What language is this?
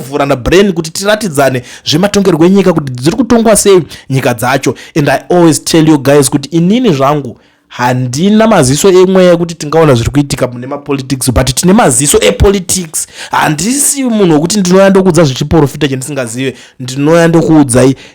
Shona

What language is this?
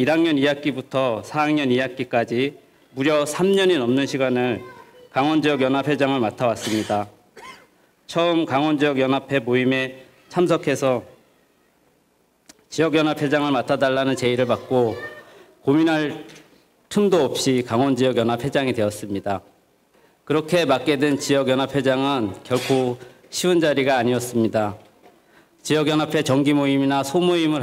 Korean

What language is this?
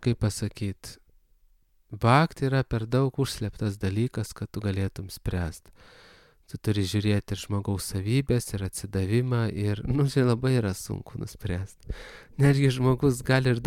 Lithuanian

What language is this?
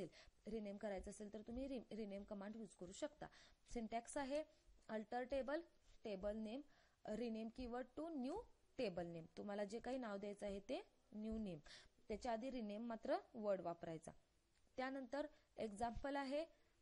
Marathi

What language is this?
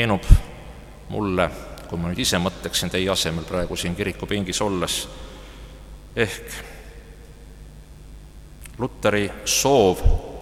Estonian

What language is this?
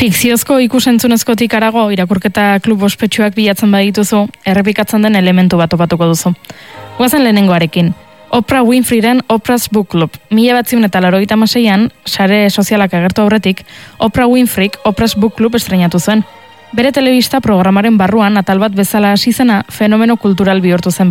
Basque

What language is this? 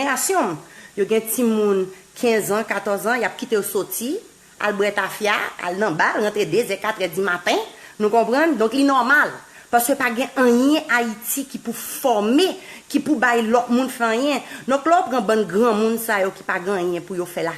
Haitian Creole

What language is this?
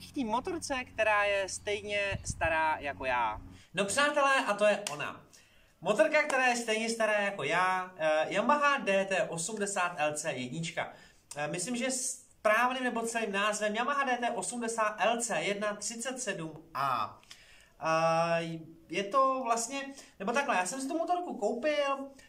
Czech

